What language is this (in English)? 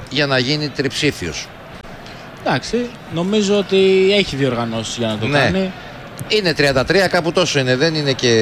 Greek